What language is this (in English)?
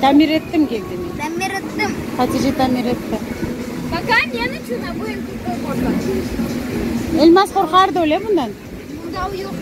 Crimean Tatar